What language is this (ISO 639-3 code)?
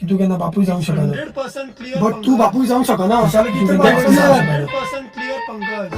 kok